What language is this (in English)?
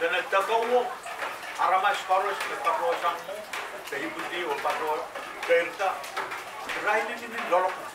Pohnpeian